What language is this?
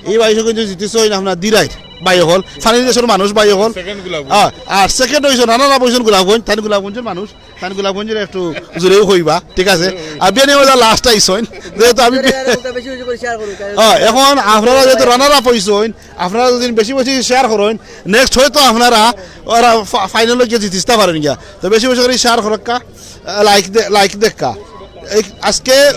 Sylheti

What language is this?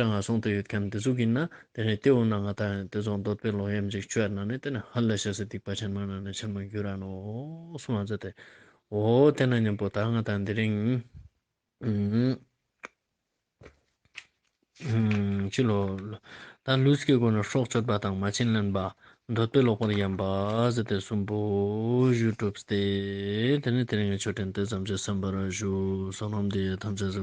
Ladakhi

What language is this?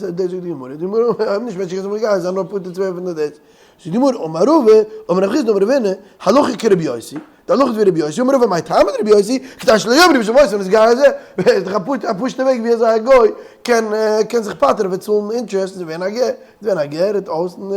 Yiddish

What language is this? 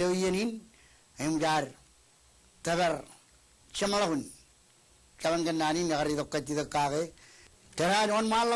Marshallese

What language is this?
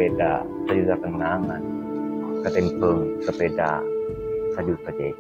Madurese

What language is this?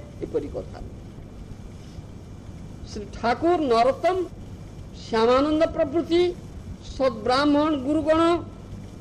Odia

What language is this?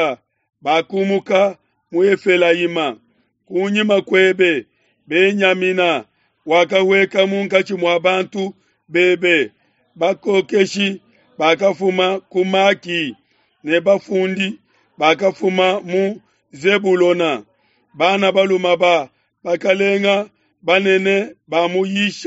Luba-Lulua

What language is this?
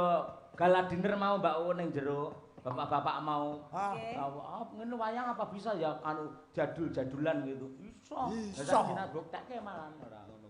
Javanese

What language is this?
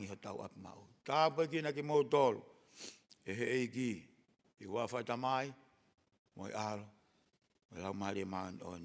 Tongan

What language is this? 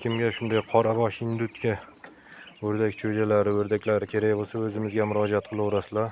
Uzbek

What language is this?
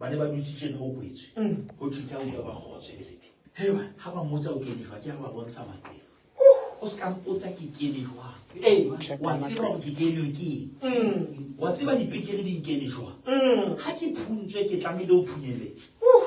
Southern Sotho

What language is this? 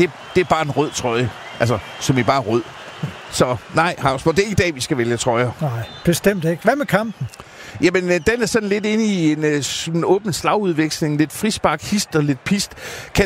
Danish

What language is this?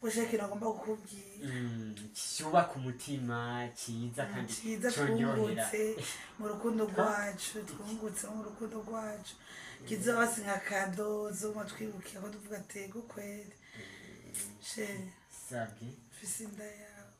Rundi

